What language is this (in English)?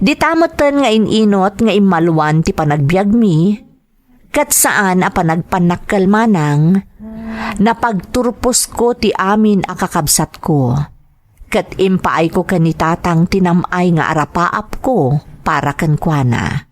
Iloko